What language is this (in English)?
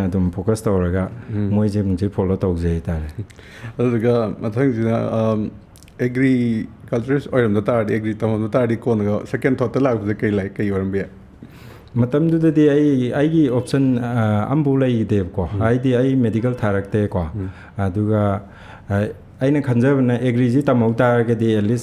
Manipuri